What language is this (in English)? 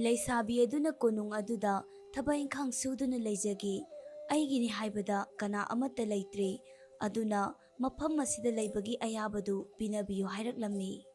Manipuri